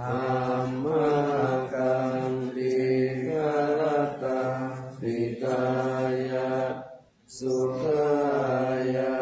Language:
Pali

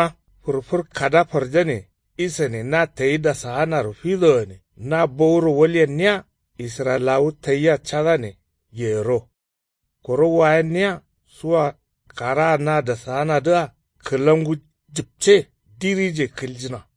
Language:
Kanuri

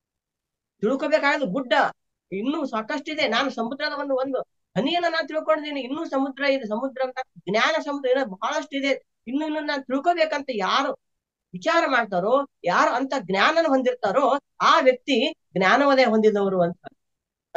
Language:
Kannada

